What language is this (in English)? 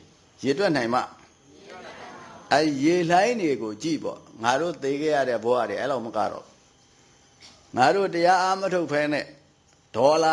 Burmese